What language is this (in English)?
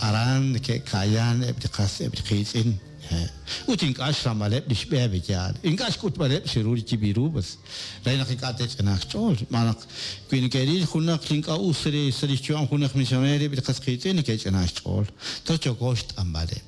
Kekchí